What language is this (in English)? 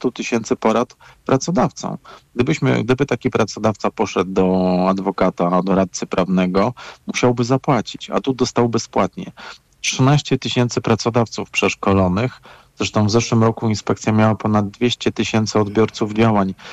Polish